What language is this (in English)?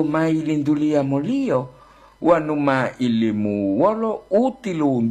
Gorontalo